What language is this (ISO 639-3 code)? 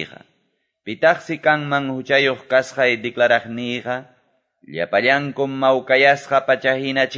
que